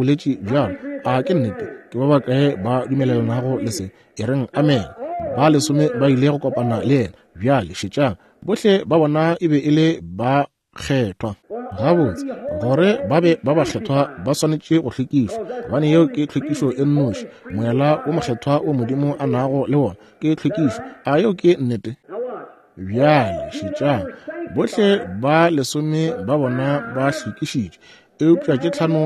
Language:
Northern Sotho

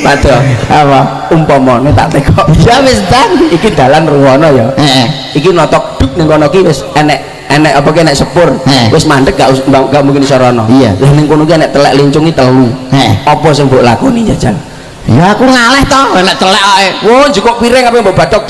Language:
Javanese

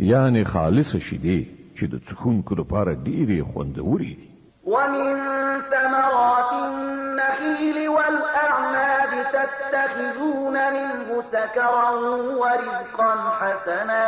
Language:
Pashto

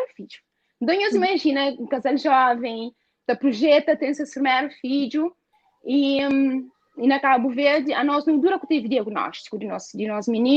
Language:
Kabuverdianu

